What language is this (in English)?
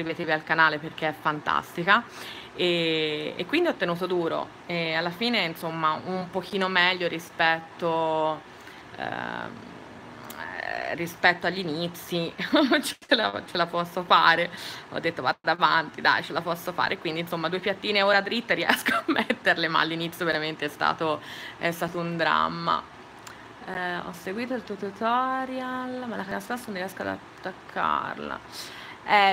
Italian